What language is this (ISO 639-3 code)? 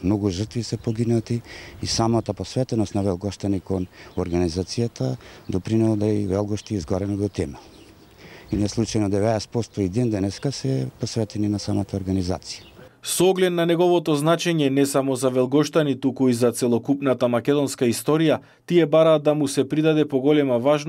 mkd